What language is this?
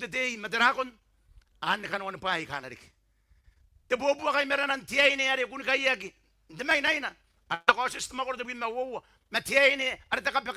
Gilbertese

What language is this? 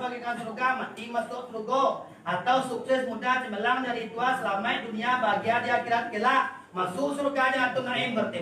Minangkabau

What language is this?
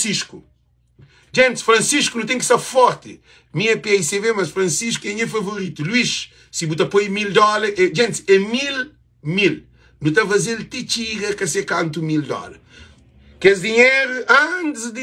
Kabuverdianu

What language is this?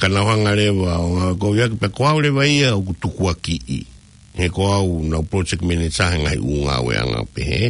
Tongan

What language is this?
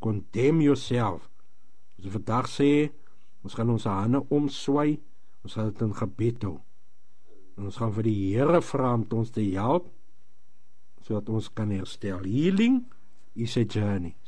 Afrikaans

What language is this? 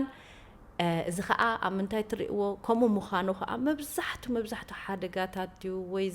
Tigrinya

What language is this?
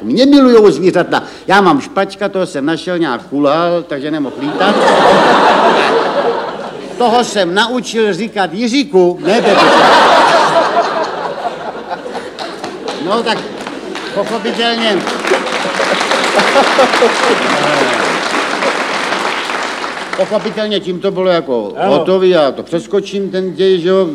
Czech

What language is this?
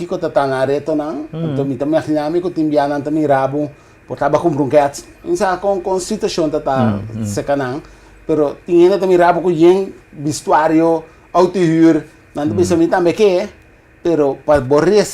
Papiamento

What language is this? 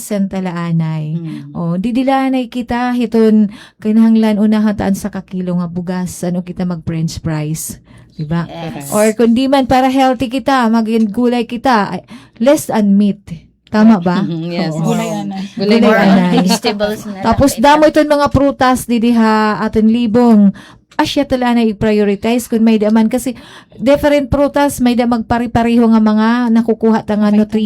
Waray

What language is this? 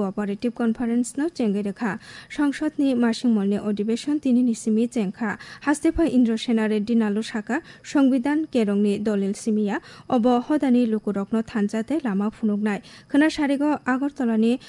Kok Borok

